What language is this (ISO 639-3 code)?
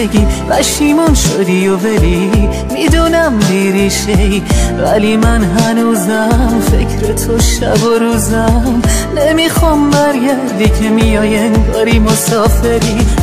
fas